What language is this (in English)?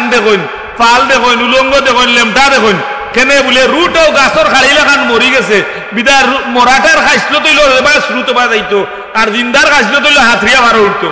Sylheti